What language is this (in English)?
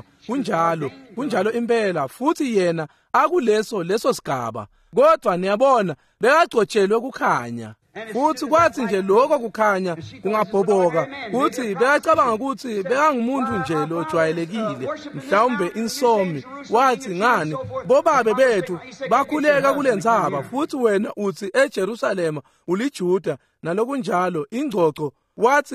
Swati